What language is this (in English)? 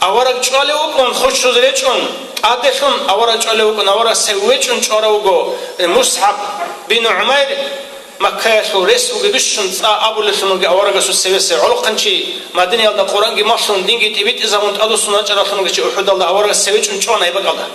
Avaric